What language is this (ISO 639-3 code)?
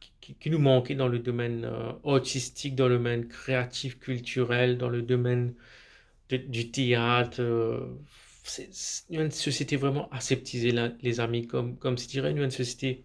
mfe